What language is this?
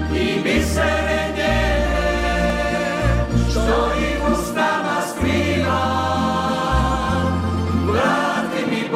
Croatian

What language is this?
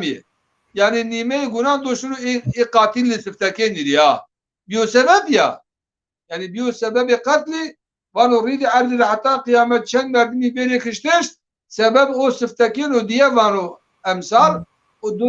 Zaza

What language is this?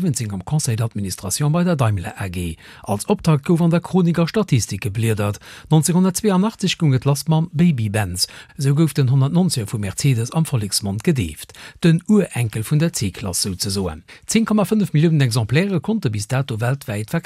Luxembourgish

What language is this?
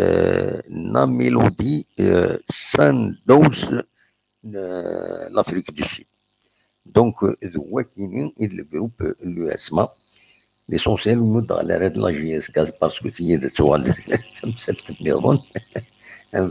Kabyle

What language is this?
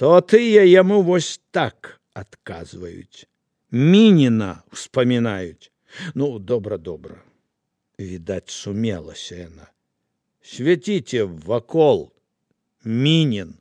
Belarusian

